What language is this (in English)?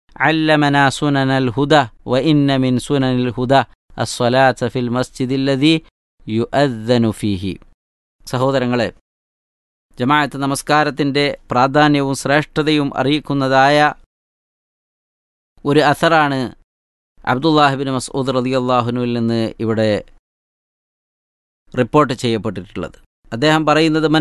Malayalam